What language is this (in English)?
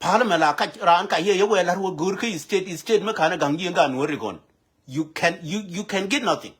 Nuer